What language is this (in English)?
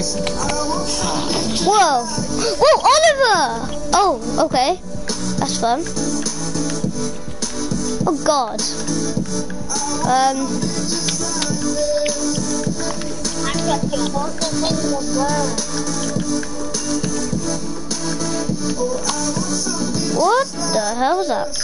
English